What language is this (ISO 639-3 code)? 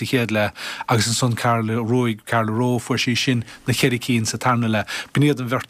gle